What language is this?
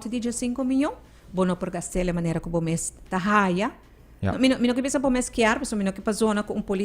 Papiamento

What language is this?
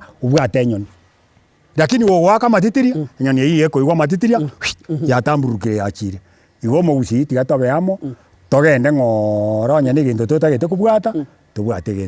Gusii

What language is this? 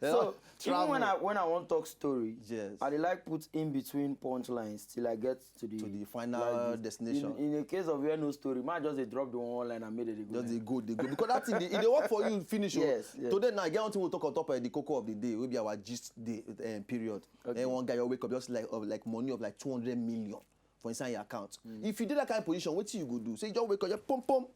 Nigerian Pidgin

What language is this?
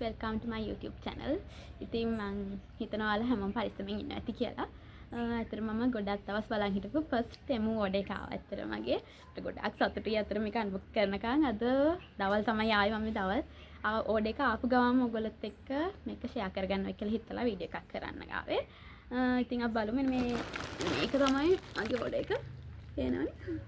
Sinhala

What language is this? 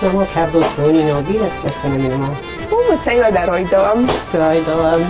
Ossetic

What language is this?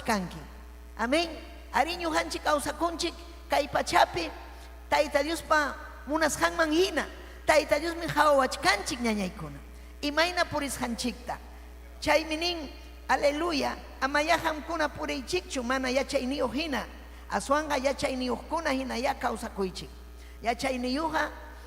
Ayacucho Quechua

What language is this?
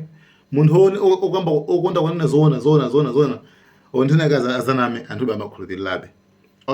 Nyanja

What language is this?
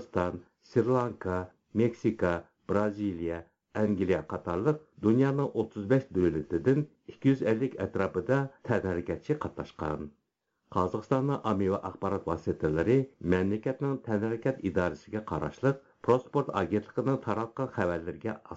Uyghur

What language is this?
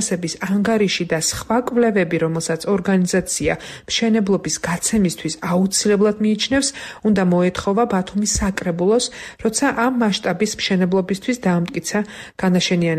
Georgian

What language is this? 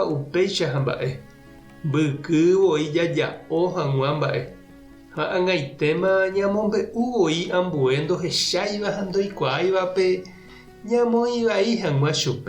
Guarani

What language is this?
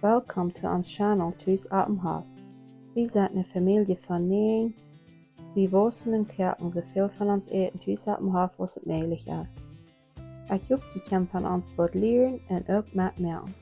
Plautdietsch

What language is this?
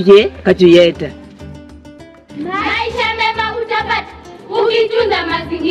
Swahili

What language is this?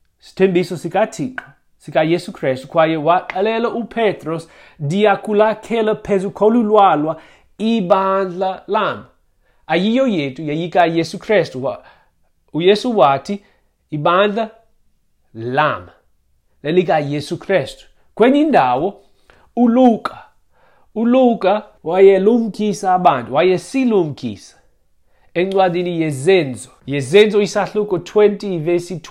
Xhosa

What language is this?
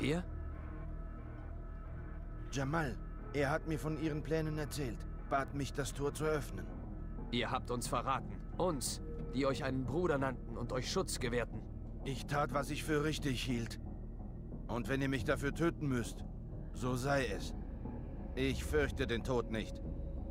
German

